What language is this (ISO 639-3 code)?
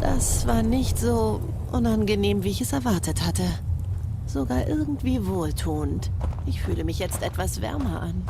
gsw